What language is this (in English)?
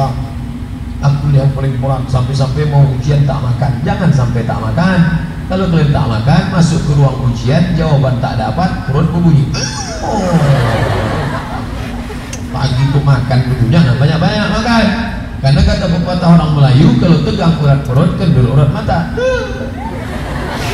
Indonesian